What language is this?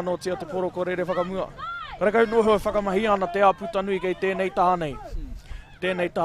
Māori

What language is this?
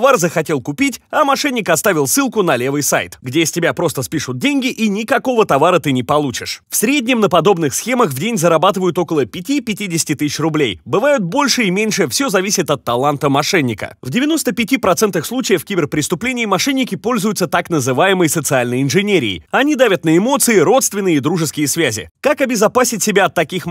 Russian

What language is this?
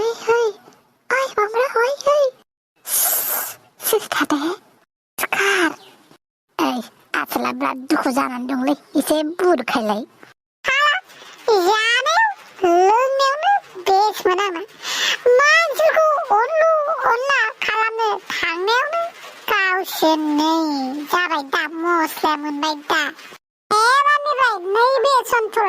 Bodo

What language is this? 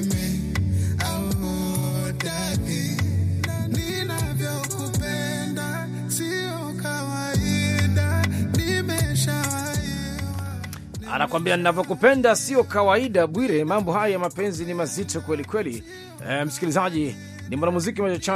Swahili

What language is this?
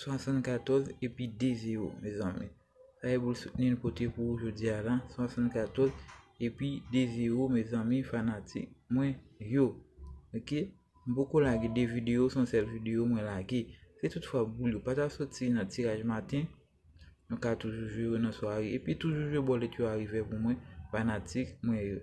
Haitian Creole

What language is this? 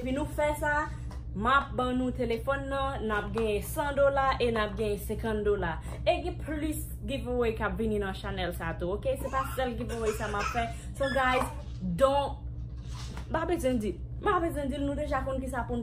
Haitian Creole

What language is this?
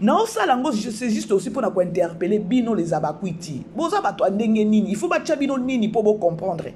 Lingala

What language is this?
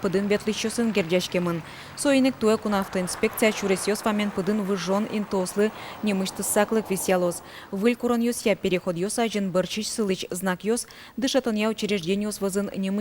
Udmurt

